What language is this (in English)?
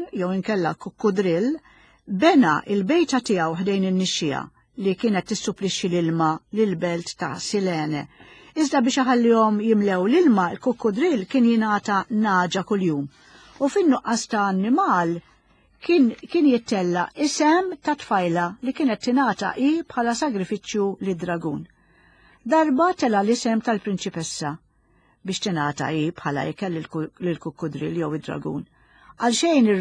Maltese